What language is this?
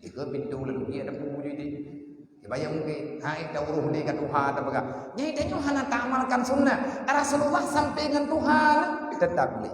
Achinese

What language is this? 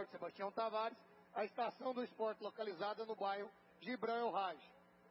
Portuguese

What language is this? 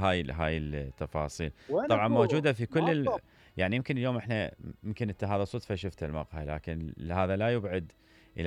Mesopotamian Arabic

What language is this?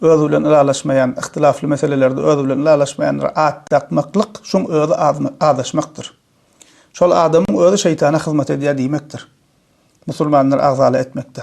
Turkmen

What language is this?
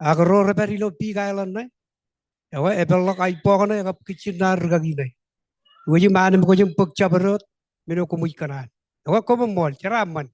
Marshallese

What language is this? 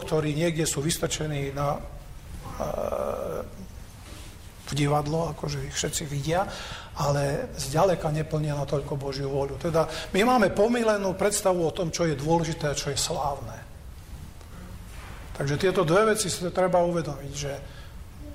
Slovak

